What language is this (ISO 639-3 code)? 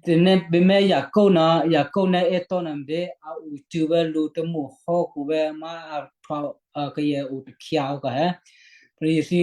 kyu